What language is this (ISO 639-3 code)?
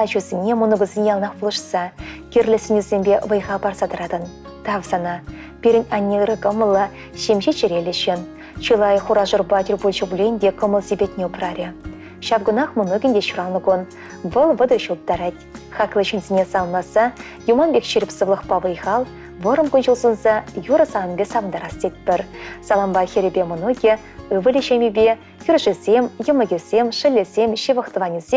chv